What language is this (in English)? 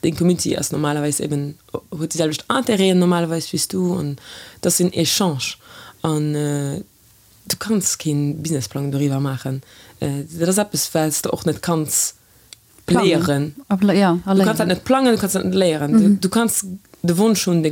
Luxembourgish